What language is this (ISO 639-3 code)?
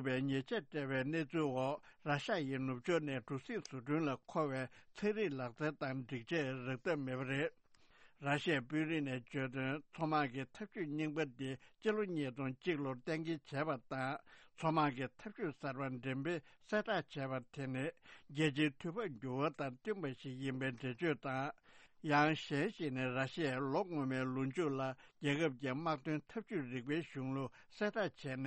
bod